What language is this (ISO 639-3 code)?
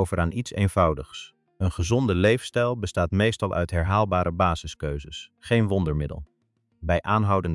nld